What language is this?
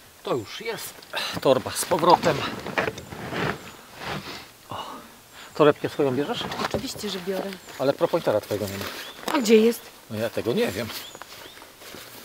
Polish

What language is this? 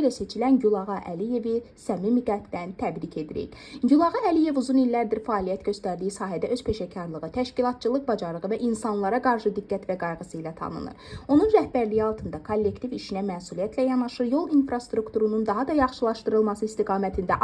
Azerbaijani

